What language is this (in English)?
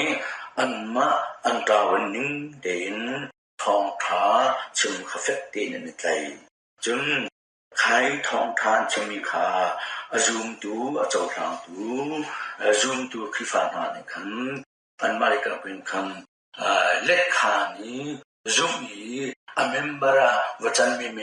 Hakha Chin